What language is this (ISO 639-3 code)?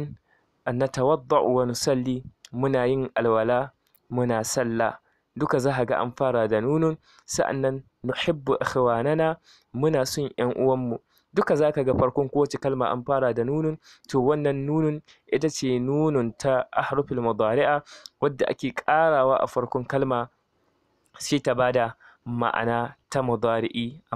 hau